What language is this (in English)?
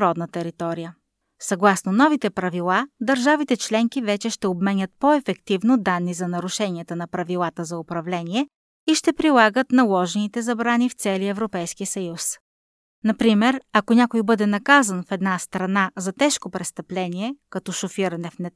Bulgarian